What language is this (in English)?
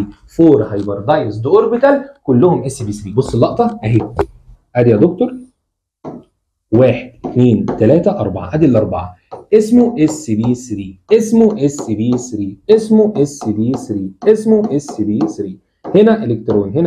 Egyptian Arabic